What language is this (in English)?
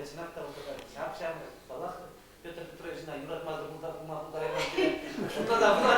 Chuvash